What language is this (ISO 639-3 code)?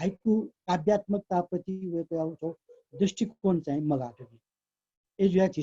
new